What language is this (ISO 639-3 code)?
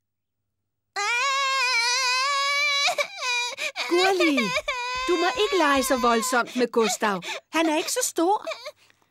dan